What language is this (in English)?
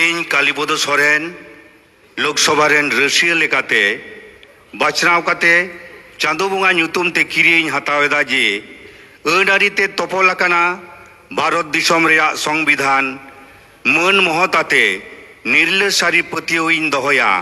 Santali